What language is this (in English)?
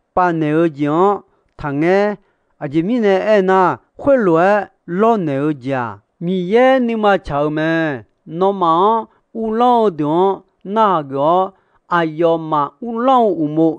Akha